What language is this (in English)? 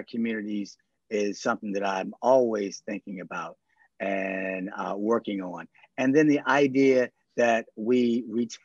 English